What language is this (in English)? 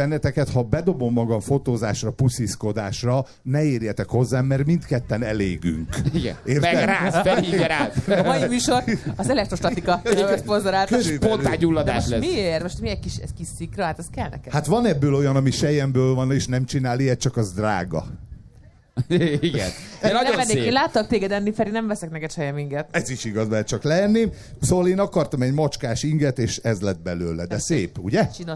Hungarian